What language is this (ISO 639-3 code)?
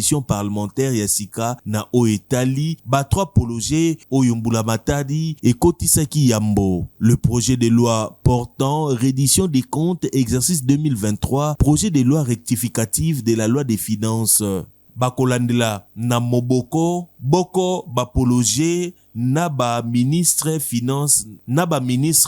lin